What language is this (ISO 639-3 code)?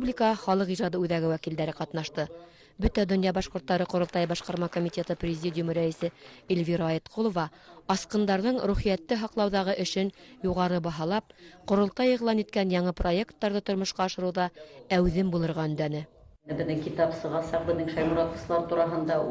bak